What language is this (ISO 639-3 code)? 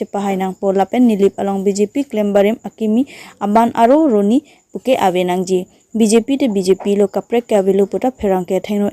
mjw